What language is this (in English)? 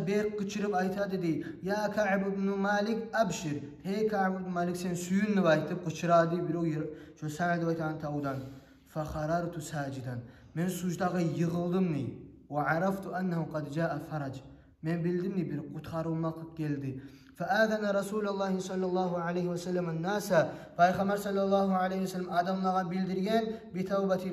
Kumyk